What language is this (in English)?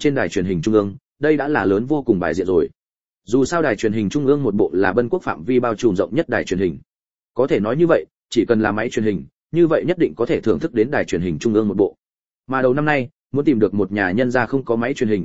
Vietnamese